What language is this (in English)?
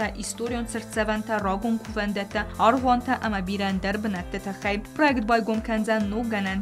Ossetic